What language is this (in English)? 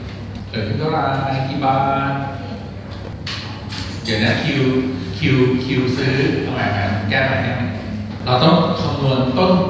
Thai